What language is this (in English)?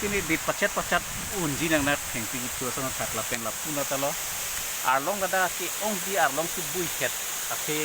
Karbi